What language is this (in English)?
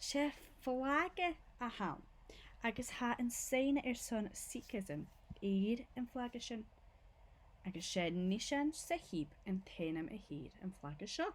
Scottish Gaelic